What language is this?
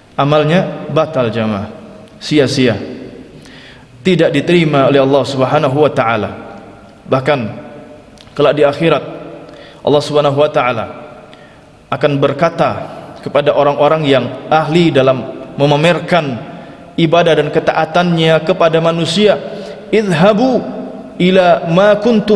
Indonesian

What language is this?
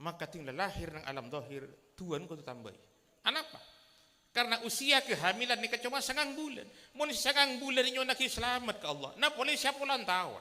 Madurese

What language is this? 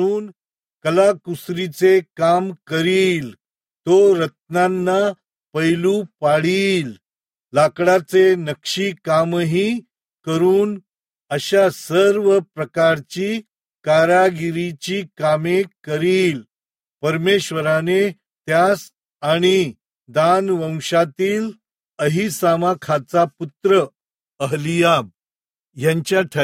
Marathi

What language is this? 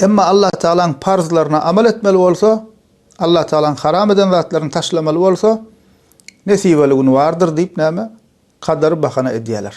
Turkmen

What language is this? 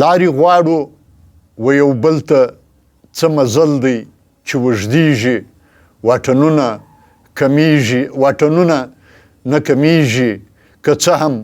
Pashto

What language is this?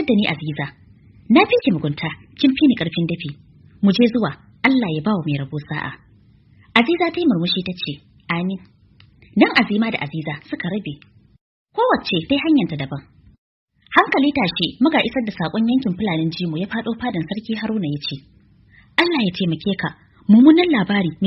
Hausa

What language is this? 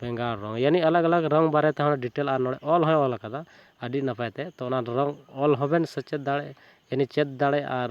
Santali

